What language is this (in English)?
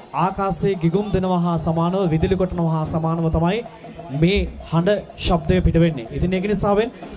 Sinhala